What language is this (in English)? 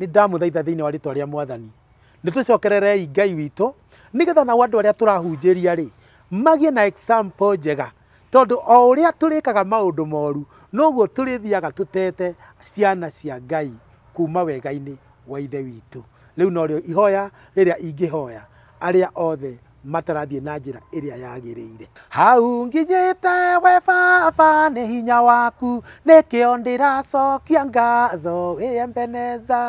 Kikuyu